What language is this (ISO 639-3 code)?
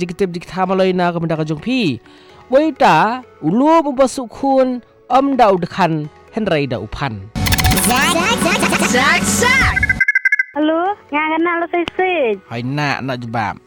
msa